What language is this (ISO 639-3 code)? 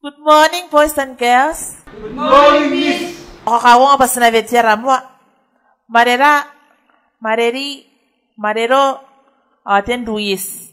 gil